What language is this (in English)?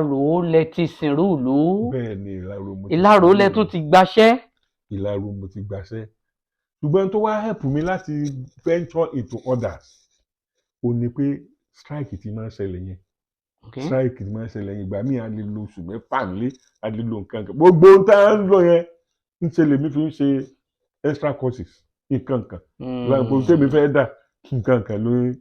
Yoruba